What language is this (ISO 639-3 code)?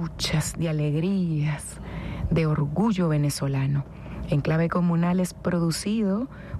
spa